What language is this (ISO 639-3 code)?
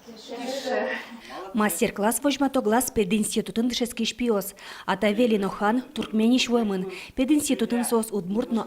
udm